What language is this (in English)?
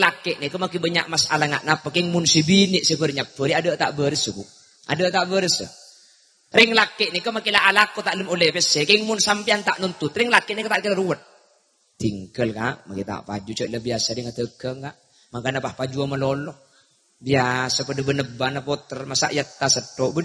Madurese